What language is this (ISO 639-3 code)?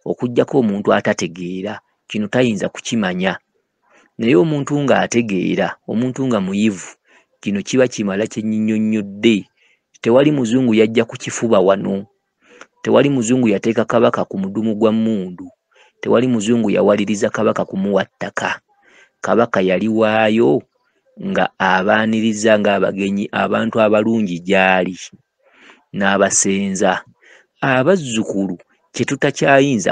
lug